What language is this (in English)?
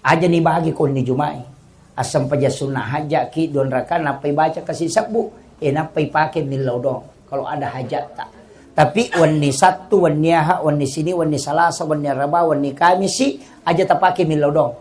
Buginese